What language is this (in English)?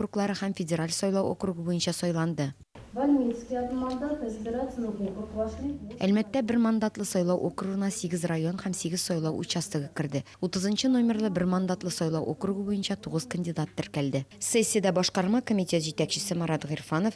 Tatar